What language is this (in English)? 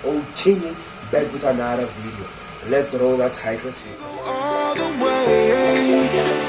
Tswana